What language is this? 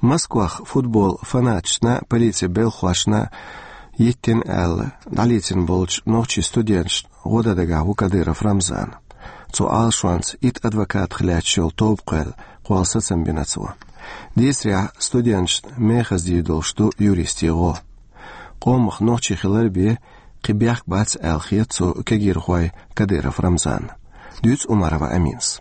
Chechen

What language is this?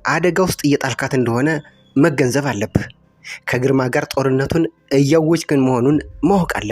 Amharic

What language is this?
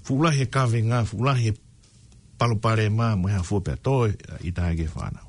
Tongan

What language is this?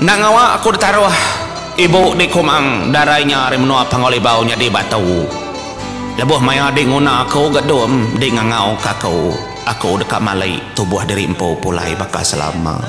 Iban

